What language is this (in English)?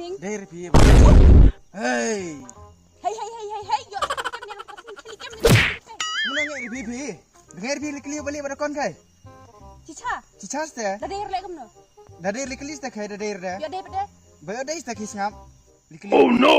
Khasi